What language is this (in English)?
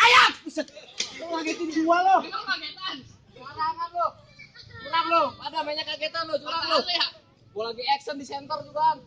Betawi